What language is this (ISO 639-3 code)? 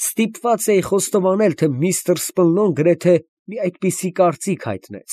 hye